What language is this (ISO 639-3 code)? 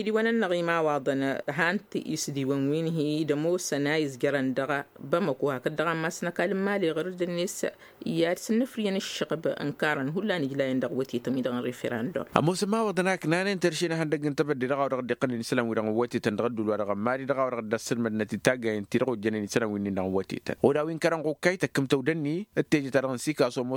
taq